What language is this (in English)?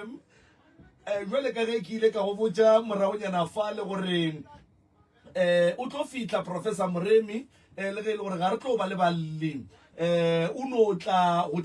Northern Sotho